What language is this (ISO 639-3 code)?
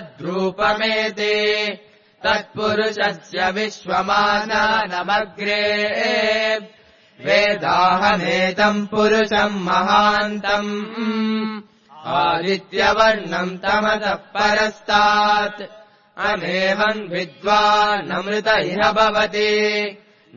san